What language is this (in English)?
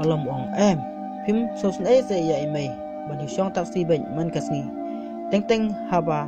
Khasi